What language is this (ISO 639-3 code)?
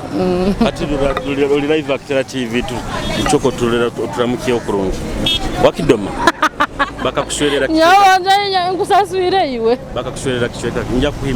ttj